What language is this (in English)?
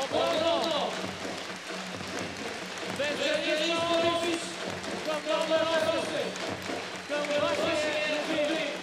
Bulgarian